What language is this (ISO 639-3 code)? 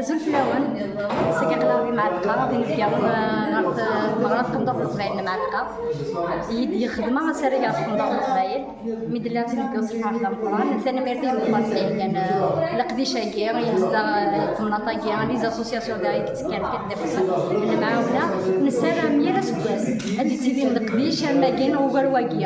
kab